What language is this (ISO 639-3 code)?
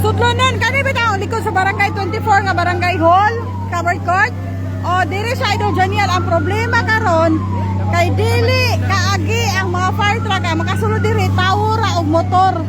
ceb